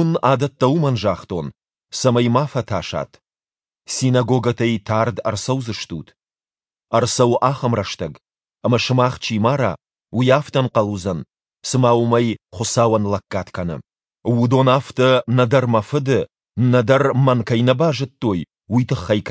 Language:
Ossetic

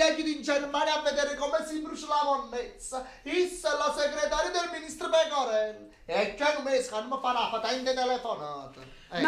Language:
Neapolitan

